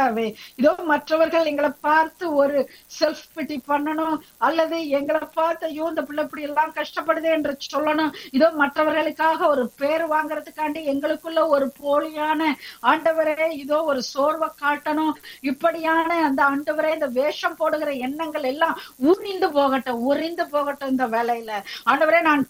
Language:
Tamil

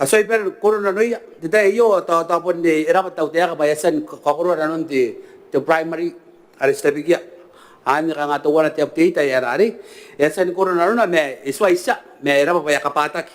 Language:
Gilbertese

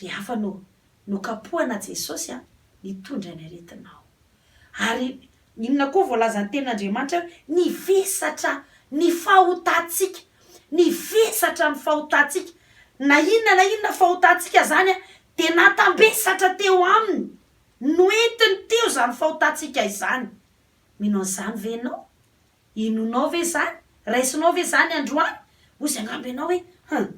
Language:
Malagasy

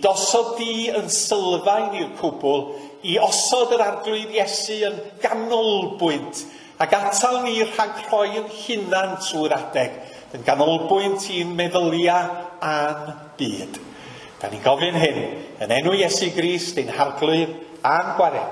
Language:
Welsh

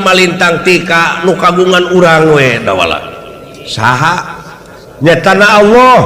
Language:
Sundanese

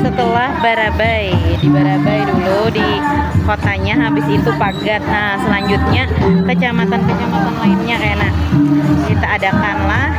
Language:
Banjar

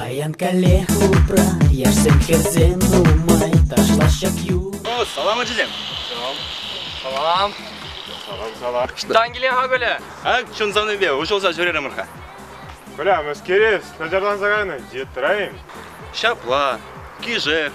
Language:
Chuvash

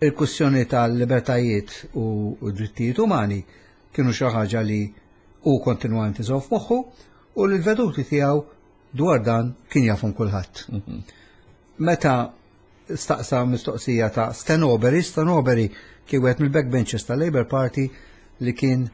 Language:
Maltese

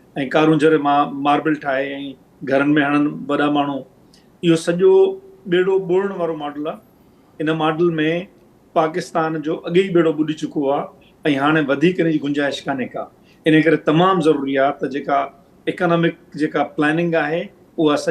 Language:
Sindhi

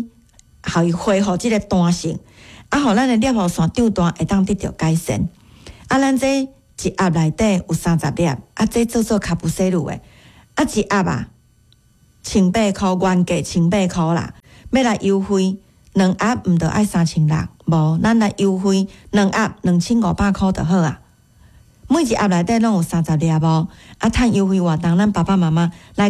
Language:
Min Nan Chinese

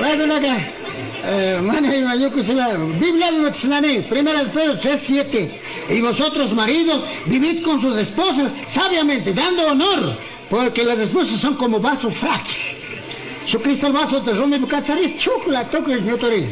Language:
Chimborazo Highland Quichua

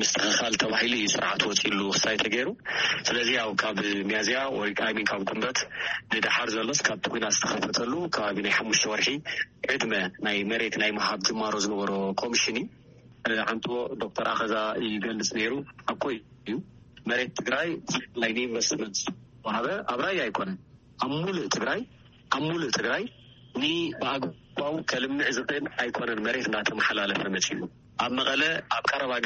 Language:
Tigrinya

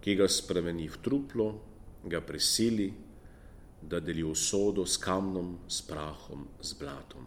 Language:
Slovenian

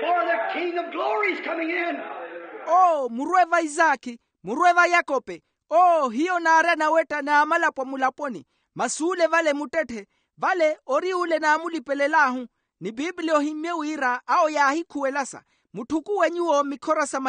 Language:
Makhuwa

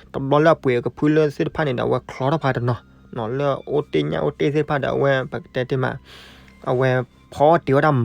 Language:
S'gaw Karen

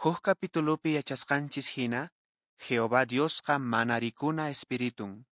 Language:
Quechua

